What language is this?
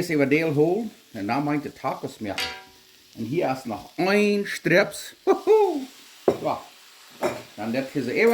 Plautdietsch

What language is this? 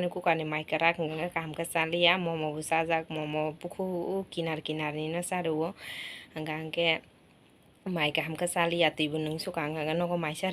Kok Borok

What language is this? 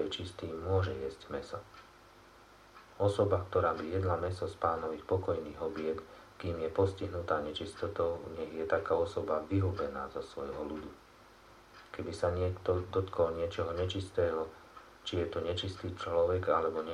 Slovak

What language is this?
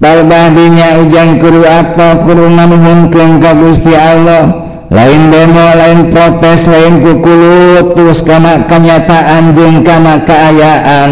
Sundanese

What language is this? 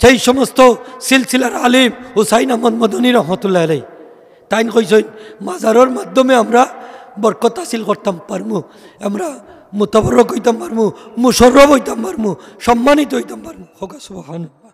Sylheti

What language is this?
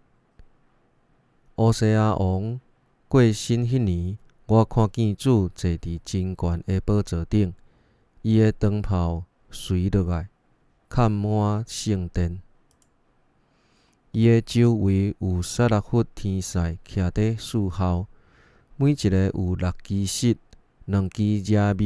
Min Nan Chinese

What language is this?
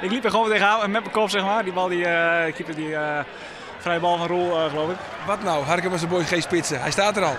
Western Frisian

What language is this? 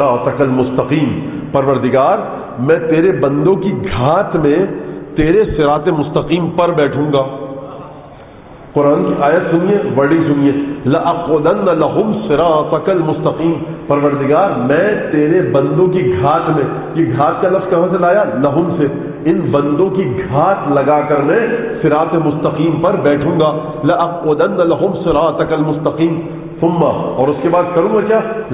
Urdu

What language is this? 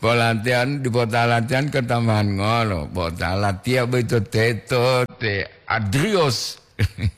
Gorontalo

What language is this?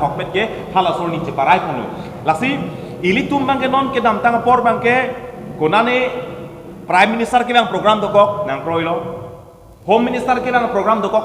Karbi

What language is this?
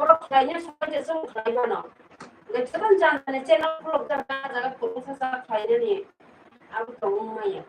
Kok Borok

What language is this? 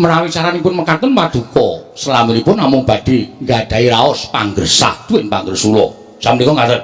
Javanese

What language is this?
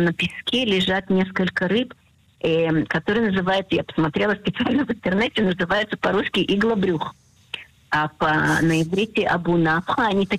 Russian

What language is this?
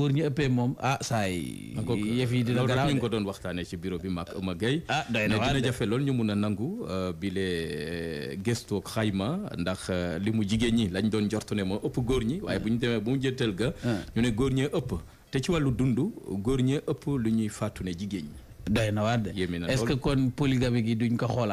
Wolof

